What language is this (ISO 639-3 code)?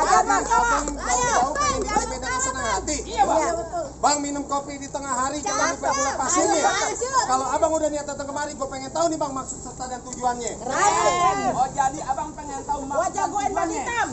bew